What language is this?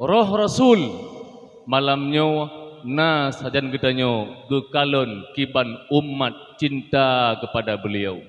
Achinese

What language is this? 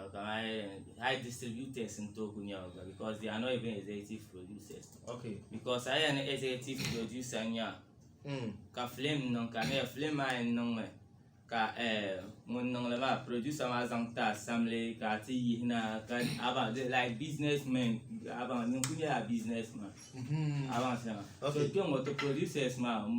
Dagbani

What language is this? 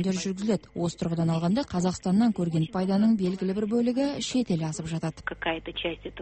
Kazakh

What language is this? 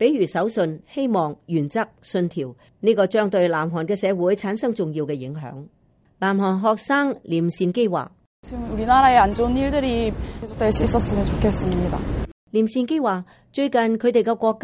Cantonese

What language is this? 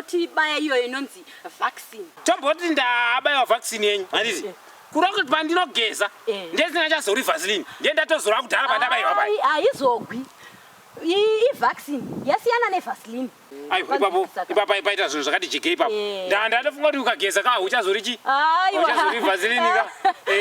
Shona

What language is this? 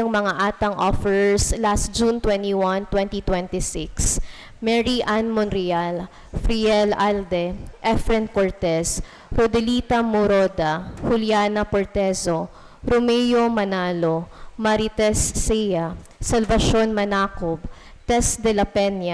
Bikol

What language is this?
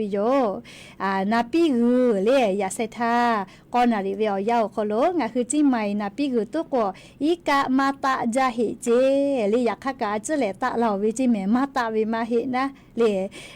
Lahu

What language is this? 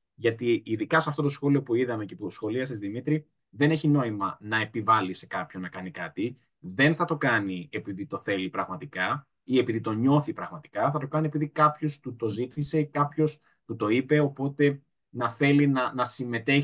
Greek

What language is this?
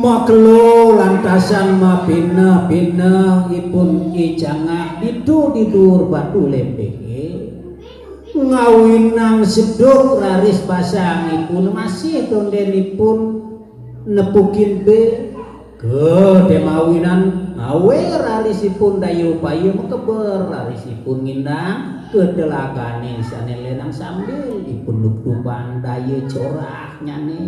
Balinese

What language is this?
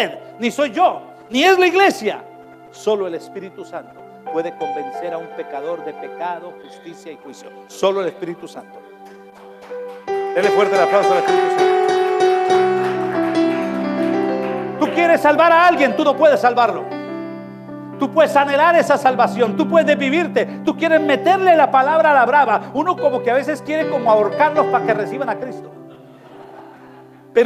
Spanish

